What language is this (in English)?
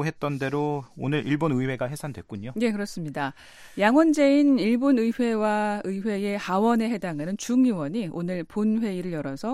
Korean